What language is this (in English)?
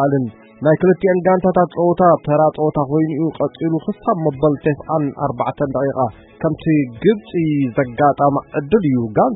Tigrinya